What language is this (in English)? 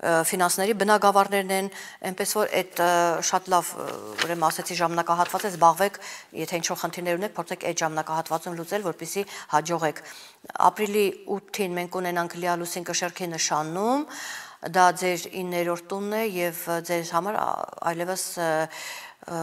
Armenian